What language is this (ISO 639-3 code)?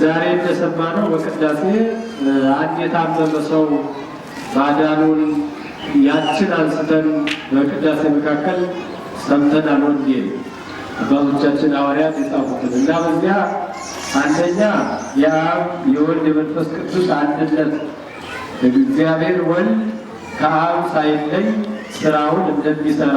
amh